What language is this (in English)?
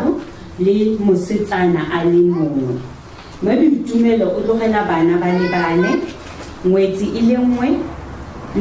Tswana